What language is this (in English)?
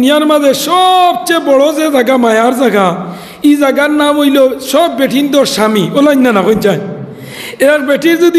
Sylheti